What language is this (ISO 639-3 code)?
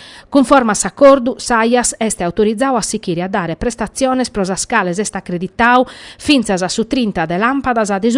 srd